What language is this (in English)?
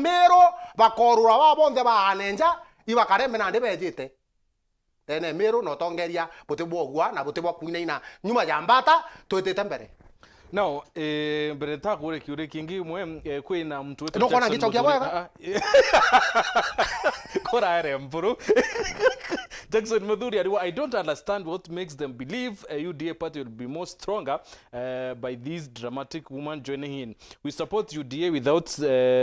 Meru